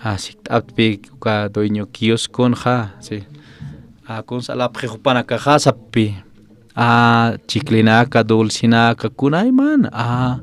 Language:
Aymara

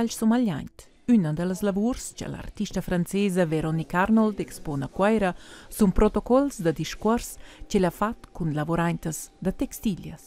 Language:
Romansh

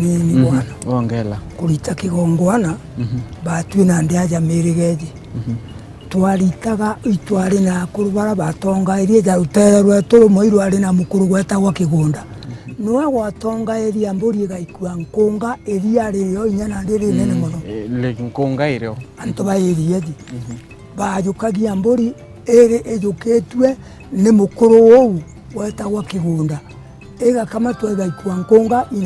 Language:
Meru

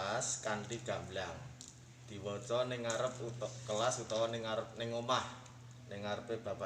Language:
Javanese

